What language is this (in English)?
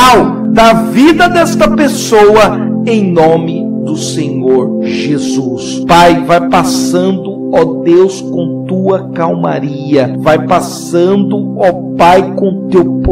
Portuguese